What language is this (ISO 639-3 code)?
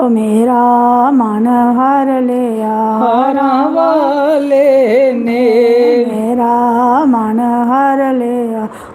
doi